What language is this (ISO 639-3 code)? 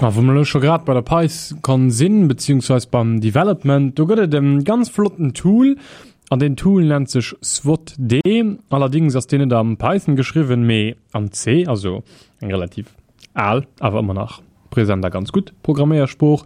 ltz